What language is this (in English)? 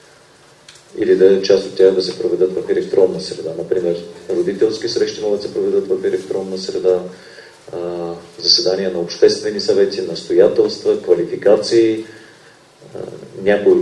Bulgarian